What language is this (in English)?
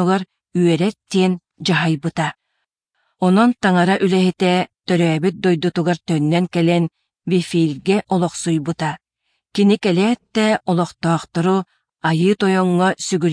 Yakut